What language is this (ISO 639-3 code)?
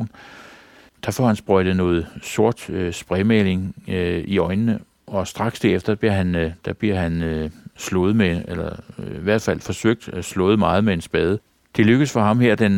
dan